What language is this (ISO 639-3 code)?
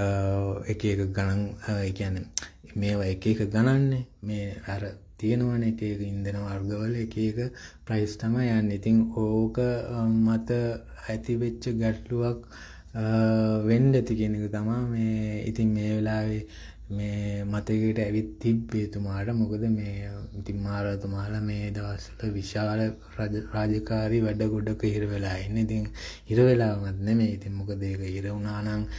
sin